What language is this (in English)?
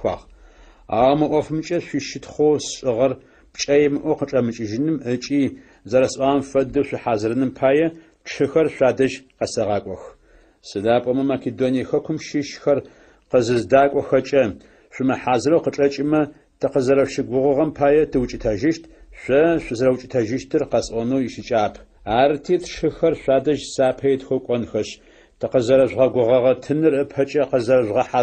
Adyghe